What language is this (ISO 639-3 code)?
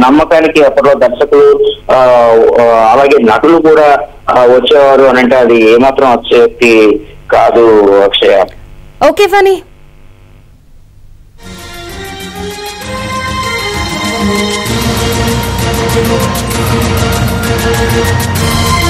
tel